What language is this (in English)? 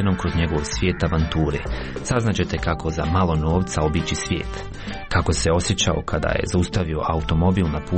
Serbian